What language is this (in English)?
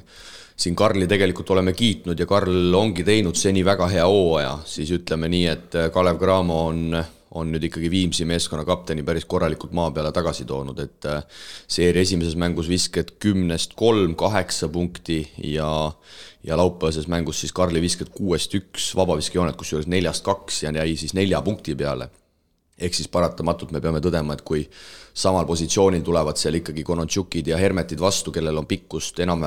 Estonian